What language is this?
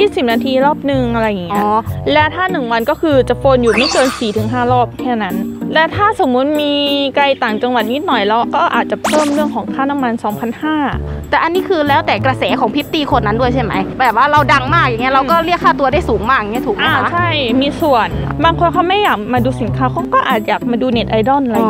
Thai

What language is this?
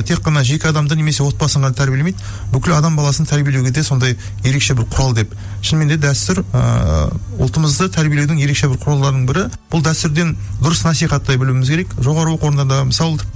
Kazakh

